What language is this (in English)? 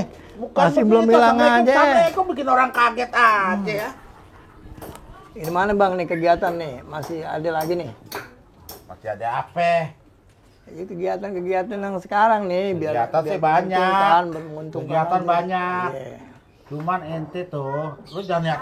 Betawi